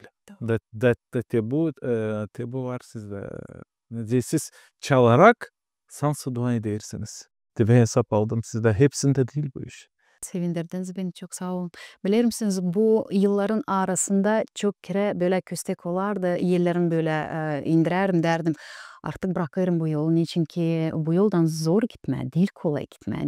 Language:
Gagauz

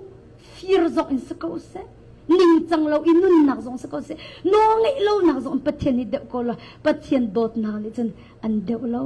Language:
Hakha Chin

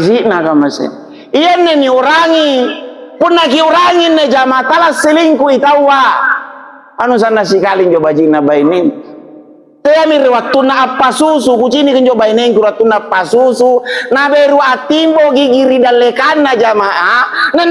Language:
Makasar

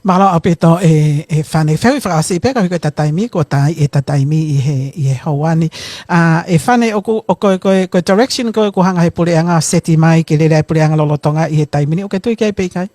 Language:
Tongan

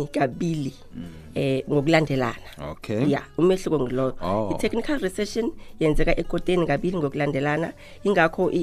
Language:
South Ndebele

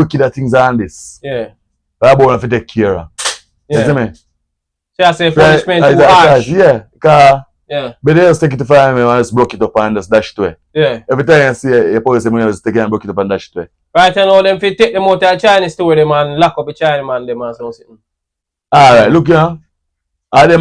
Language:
Jamaican Creole English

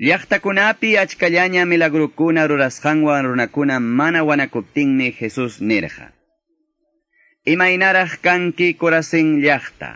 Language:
Quechua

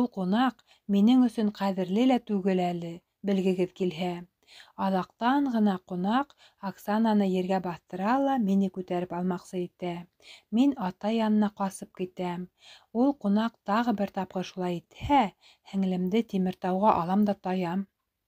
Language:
Bashkir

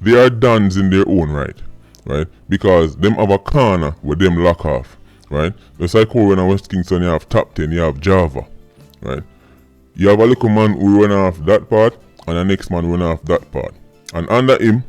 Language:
Jamaican Creole English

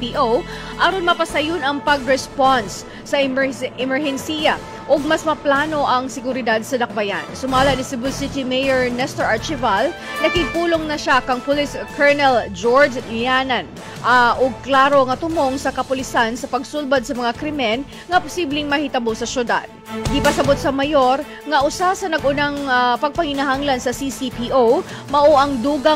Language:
Cebuano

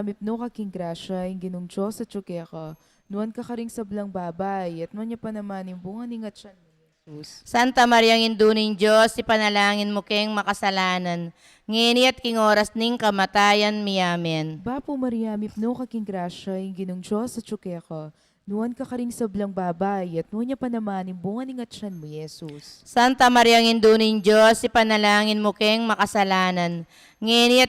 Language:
Pampanga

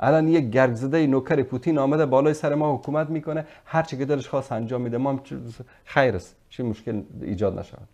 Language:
Persian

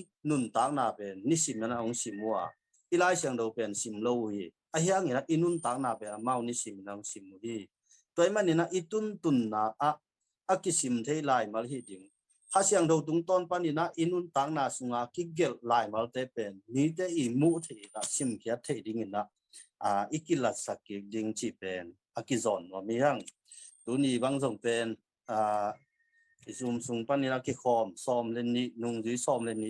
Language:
Tedim Chin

